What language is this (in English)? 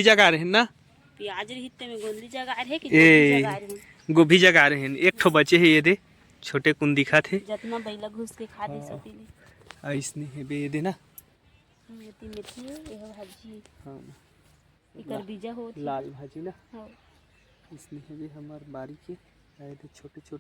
Chhattisgarhi